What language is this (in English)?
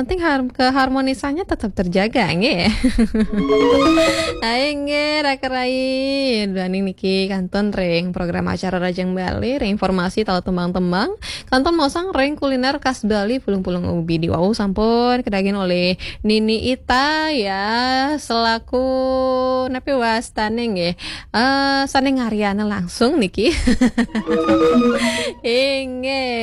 Balinese